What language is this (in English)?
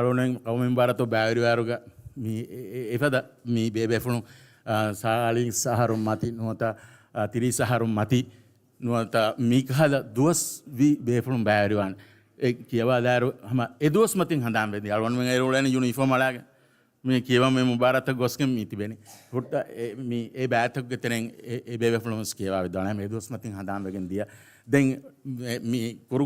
Divehi